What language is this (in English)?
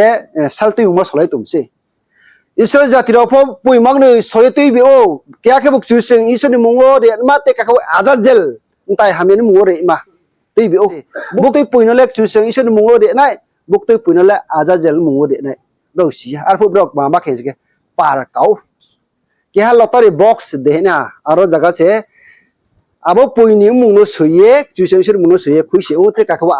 Riang (India)